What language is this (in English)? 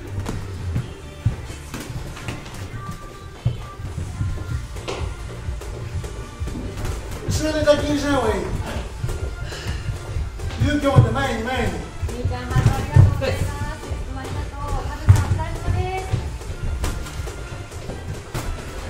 Japanese